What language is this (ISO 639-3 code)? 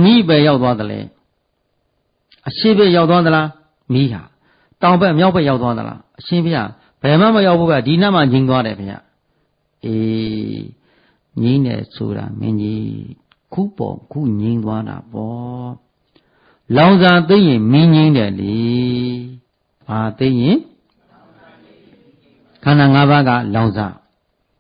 mya